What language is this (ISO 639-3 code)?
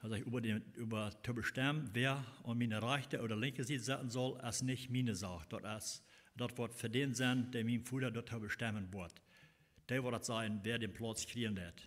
pdt